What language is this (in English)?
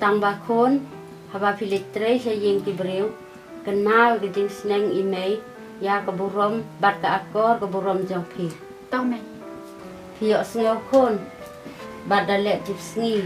Khasi